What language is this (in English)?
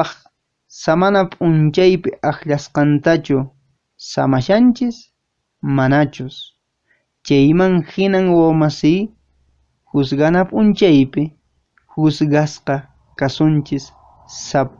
Quechua